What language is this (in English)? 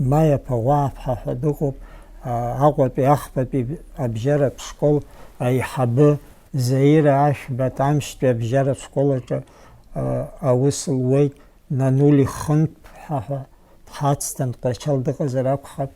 Abkhazian